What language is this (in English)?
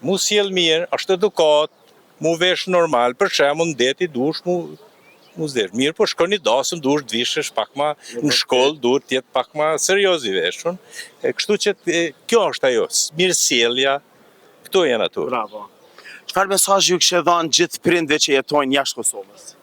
Albanian